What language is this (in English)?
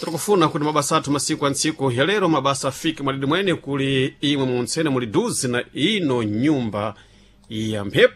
Sena